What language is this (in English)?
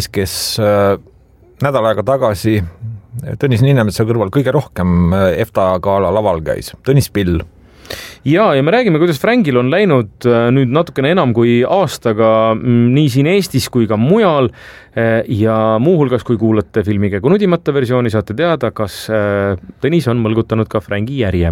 Estonian